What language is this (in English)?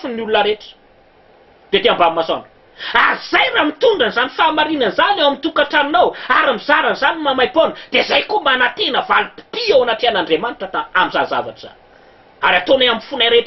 Malagasy